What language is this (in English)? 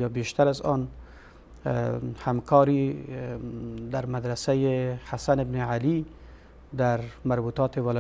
Persian